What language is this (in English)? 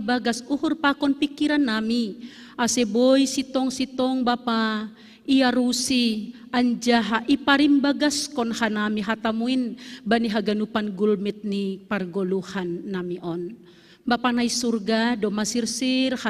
Batak Simalungun